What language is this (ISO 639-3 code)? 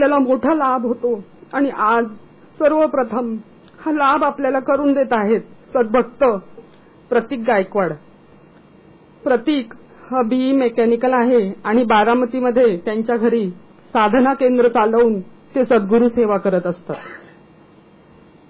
mar